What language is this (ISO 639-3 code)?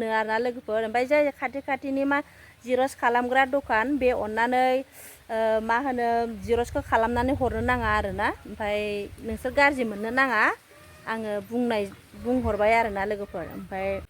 brx